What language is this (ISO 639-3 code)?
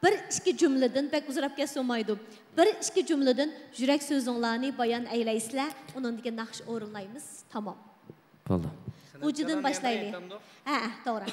uig